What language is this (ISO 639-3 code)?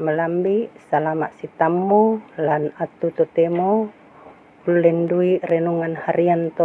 sda